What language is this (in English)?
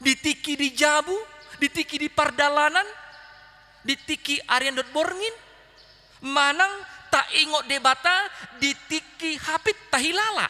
Batak Toba